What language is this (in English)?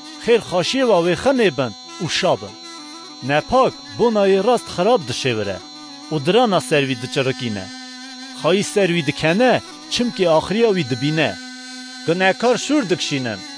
Kurdish